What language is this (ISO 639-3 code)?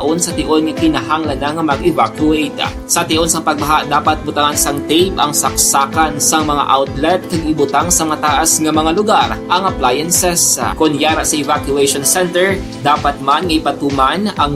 hil